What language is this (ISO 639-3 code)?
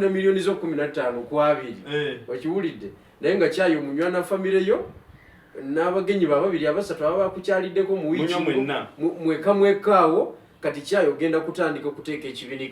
lug